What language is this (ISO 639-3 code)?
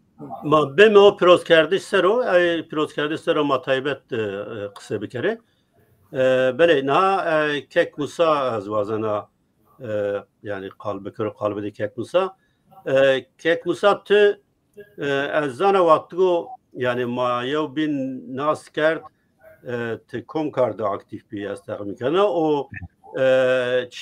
zza